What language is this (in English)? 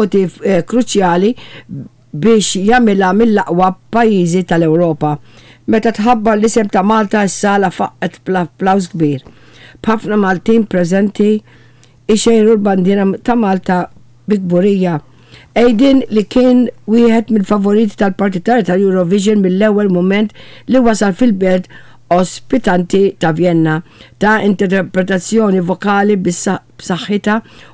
Maltese